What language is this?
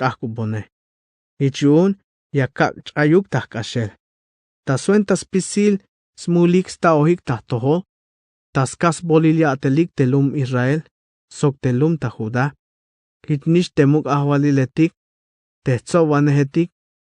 Tzeltal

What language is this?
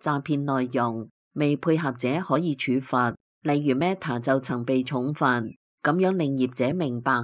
Cantonese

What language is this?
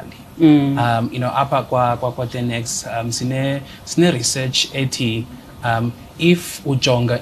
Xhosa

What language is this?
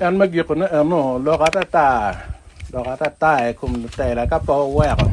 Acoli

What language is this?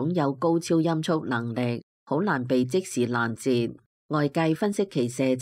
Cantonese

